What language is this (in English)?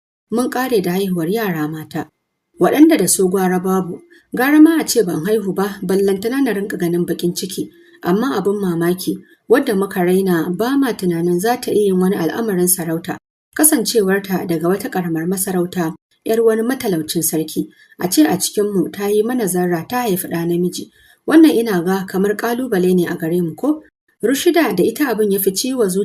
Hausa